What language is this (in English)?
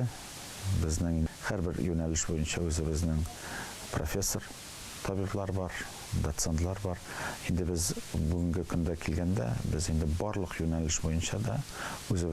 Tatar